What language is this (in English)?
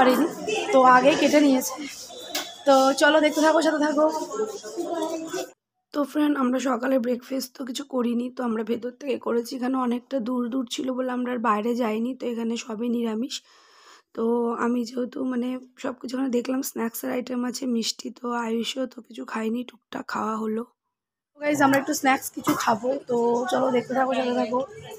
Bangla